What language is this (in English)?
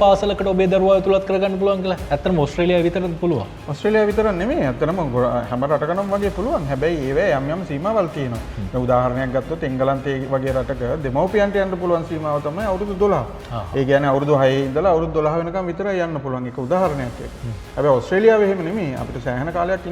Sinhala